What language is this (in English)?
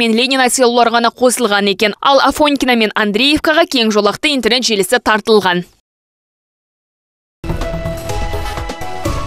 Kazakh